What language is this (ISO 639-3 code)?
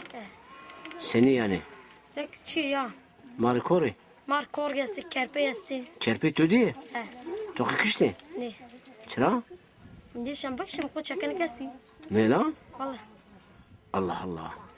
zza